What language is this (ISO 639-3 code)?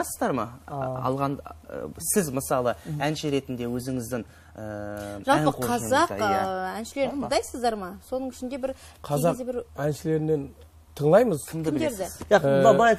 kaa